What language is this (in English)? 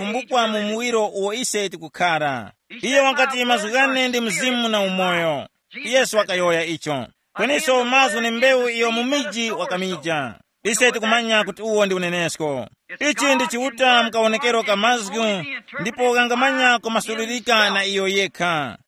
Tumbuka